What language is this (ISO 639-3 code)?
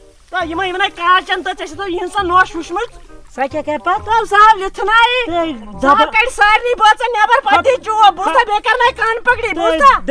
kas